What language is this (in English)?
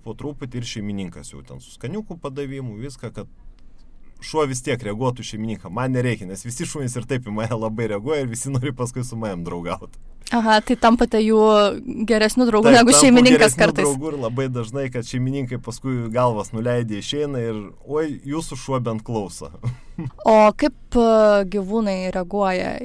Lithuanian